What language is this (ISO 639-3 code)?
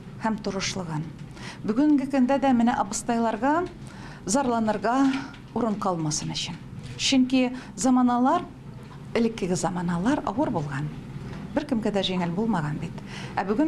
tat